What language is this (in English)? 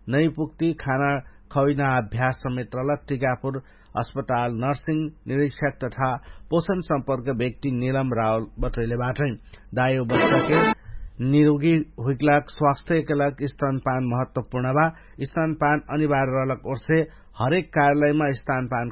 Dangaura Tharu